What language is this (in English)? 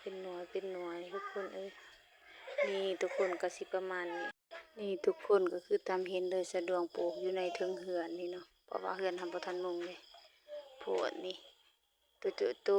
Lao